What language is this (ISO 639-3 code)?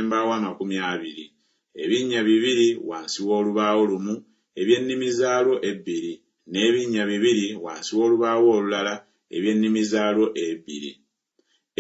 lug